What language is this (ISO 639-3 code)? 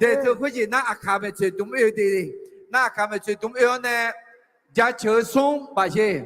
ahk